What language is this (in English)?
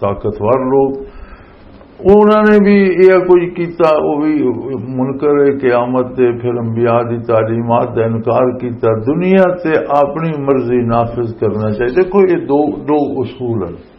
Western Panjabi